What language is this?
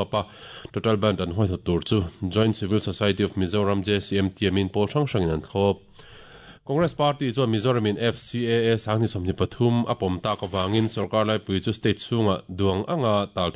Mizo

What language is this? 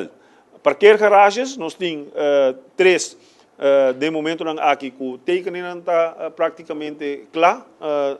Papiamento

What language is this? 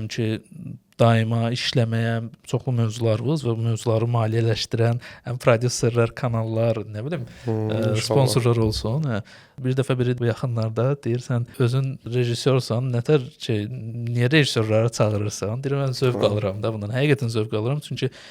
Azerbaijani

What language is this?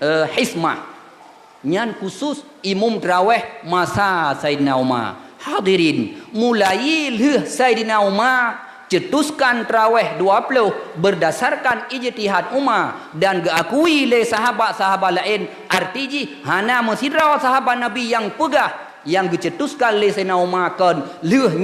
Achinese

